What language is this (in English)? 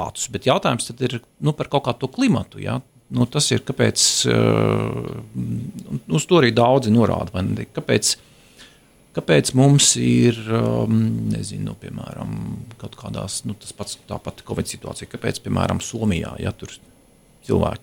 Latvian